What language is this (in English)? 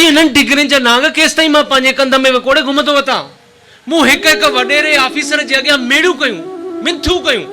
Sindhi